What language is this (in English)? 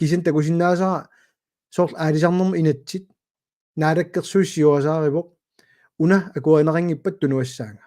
Kalaallisut